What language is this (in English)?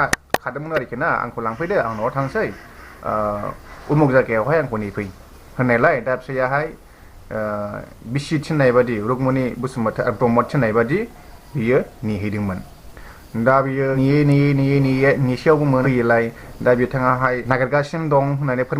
Bodo